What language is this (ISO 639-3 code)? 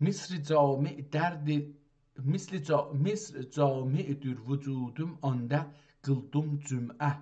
azb